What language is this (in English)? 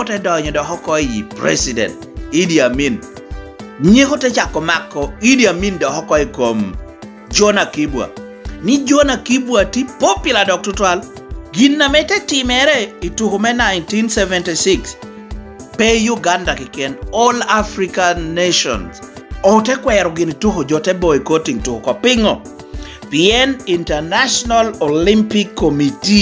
Lango (Uganda)